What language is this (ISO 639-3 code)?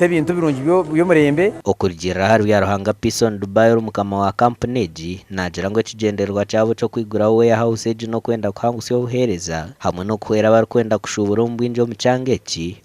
nyn